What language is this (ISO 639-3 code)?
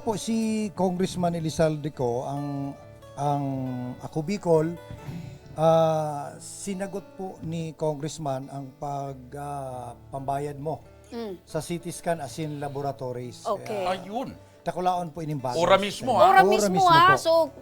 bik